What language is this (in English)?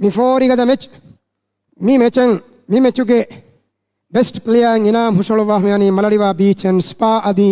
Divehi